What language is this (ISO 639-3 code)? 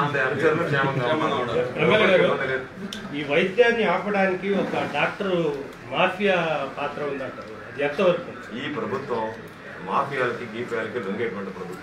tel